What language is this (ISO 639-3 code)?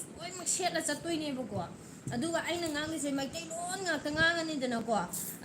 mni